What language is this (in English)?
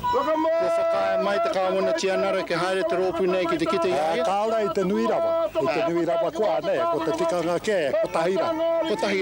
Māori